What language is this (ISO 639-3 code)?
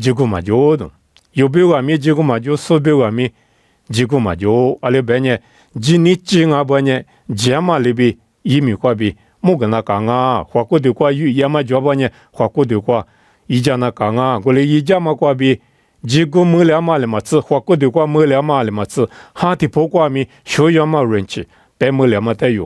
lis